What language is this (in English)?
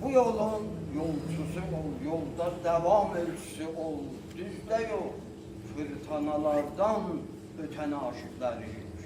South Azerbaijani